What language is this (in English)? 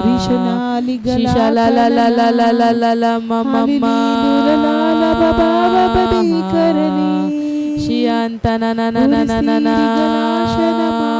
Tem